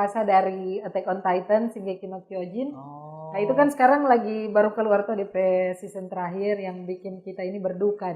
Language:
Manado Malay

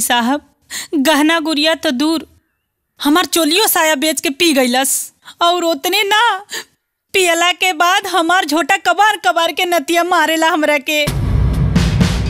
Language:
Bhojpuri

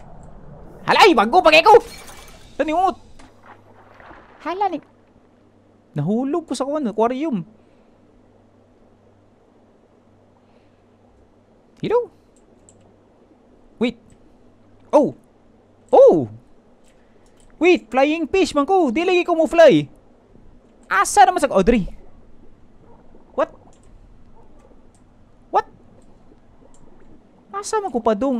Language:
Cebuano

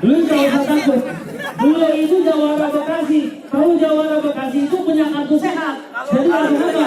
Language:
Betawi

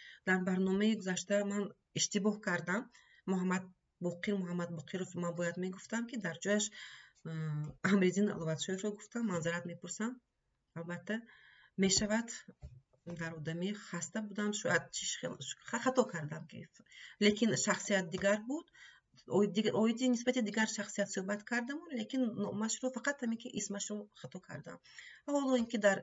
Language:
Tajik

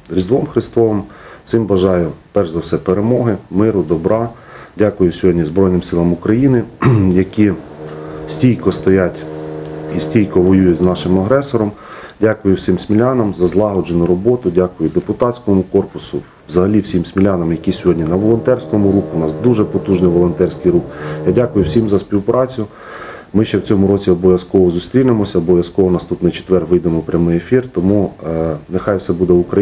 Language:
Ukrainian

